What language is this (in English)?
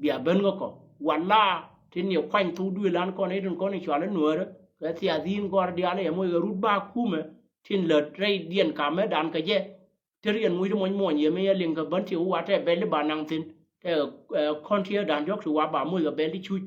Nuer